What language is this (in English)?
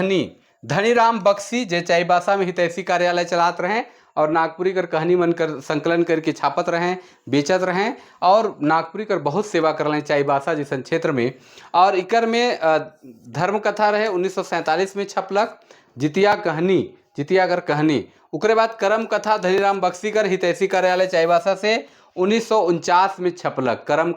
Sadri